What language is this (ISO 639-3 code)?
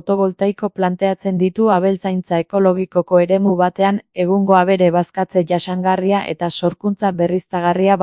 eus